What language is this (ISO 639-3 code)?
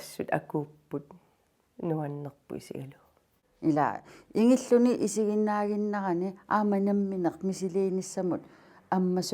kal